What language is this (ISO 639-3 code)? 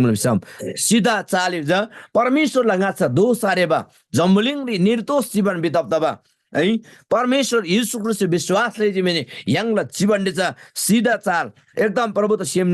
taj